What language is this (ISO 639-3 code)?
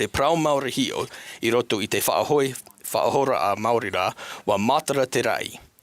tah